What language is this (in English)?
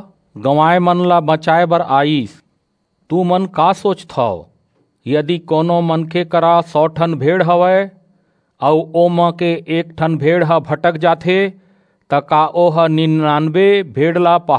Chhattisgarhi